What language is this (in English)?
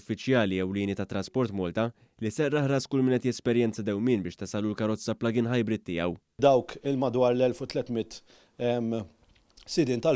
Maltese